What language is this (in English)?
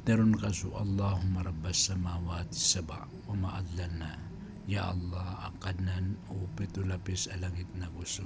Maranao